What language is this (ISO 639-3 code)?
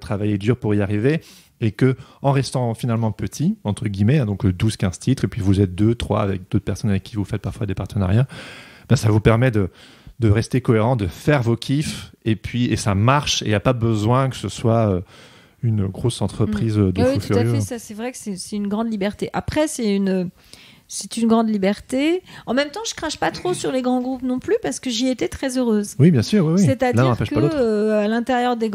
fra